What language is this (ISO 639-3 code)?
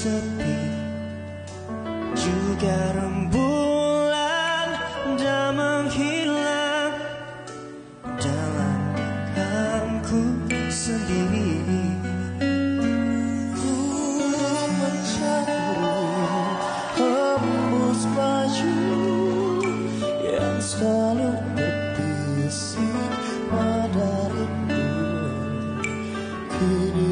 msa